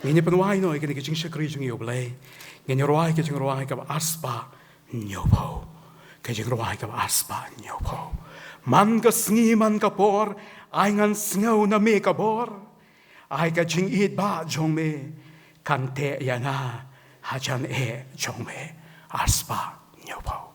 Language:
Khasi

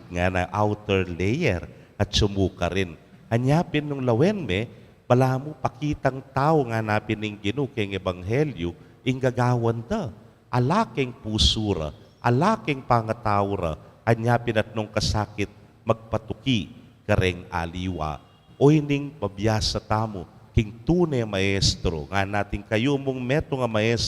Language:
Pampanga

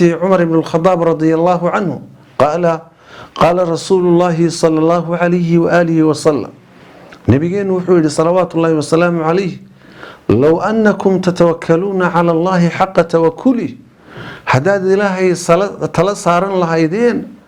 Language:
Somali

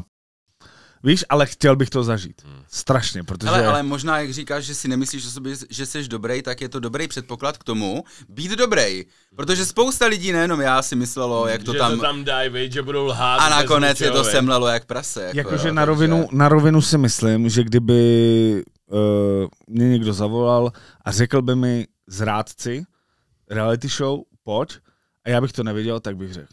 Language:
Czech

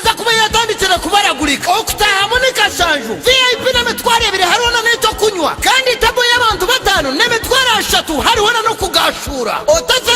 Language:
Nyankole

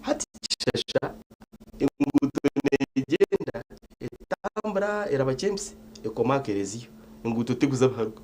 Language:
Nyankole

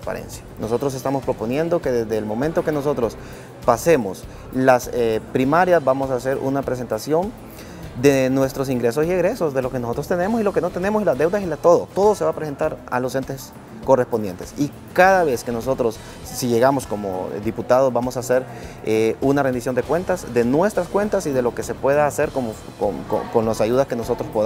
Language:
Spanish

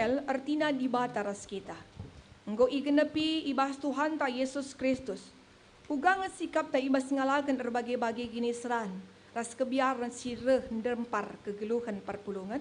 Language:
Batak Karo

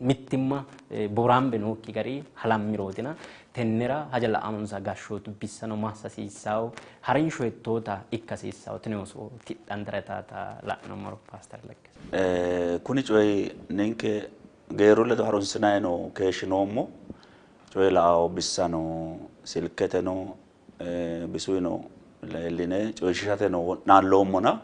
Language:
Sidamo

